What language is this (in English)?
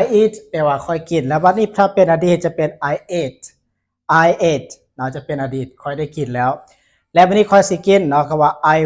Lao